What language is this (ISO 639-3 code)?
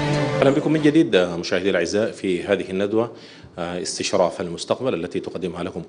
ara